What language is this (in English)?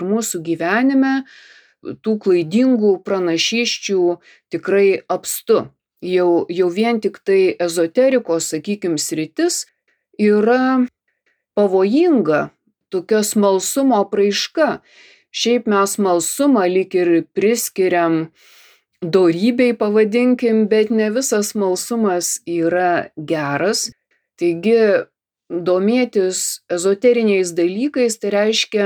Lithuanian